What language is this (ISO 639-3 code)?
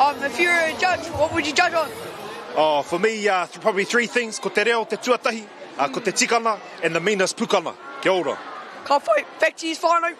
mri